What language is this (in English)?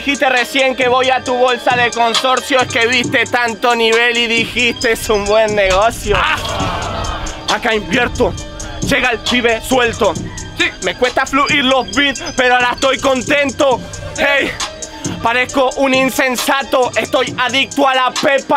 Spanish